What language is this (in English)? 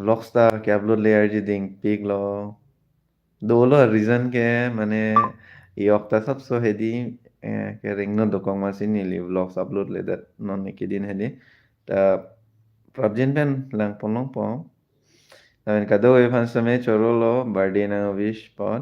Karbi